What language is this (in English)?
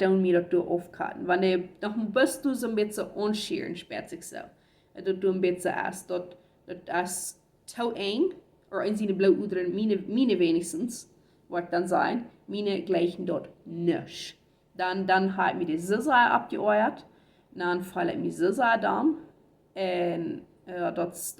Plautdietsch